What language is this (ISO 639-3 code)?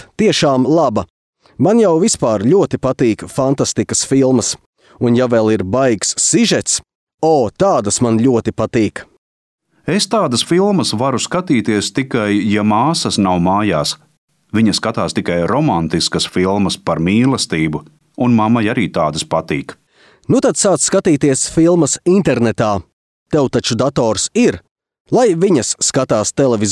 lav